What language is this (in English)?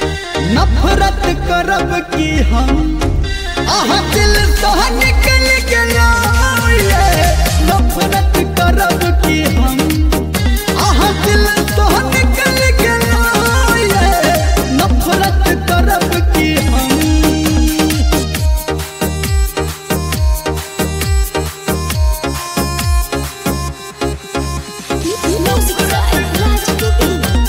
Maithili